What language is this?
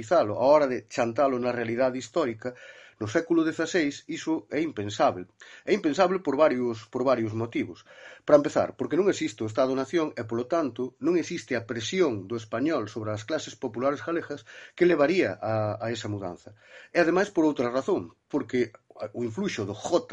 Galician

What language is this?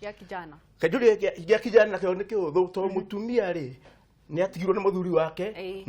Kikuyu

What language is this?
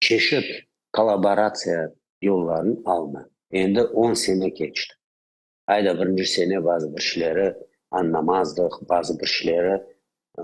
Crimean Tatar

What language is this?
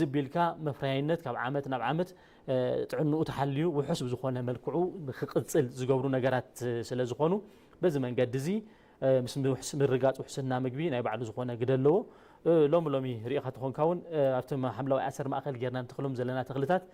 Tigrinya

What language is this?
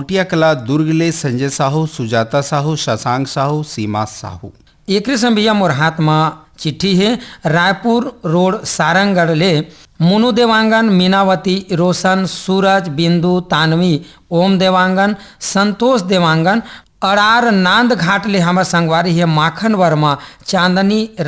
Chhattisgarhi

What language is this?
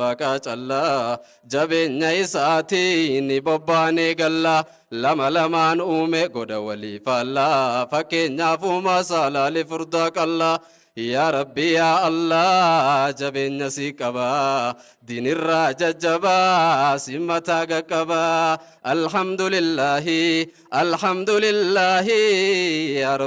Oromo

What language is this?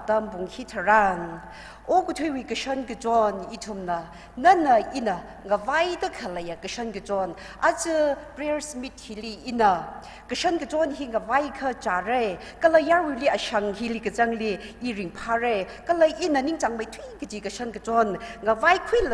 Tangkhul Naga (India)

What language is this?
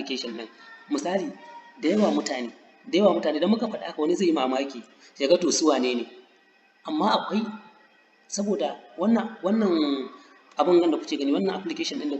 Hausa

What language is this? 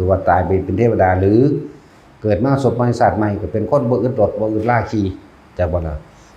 Northeastern Thai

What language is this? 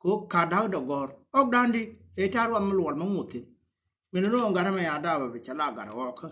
Nuer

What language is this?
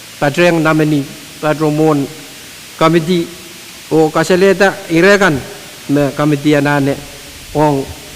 Pohnpeian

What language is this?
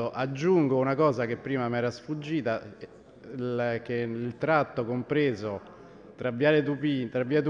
Italian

